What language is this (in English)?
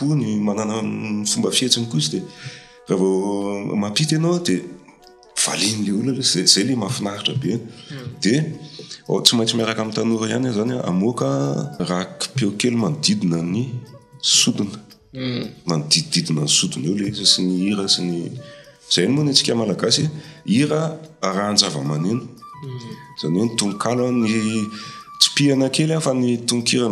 Malagasy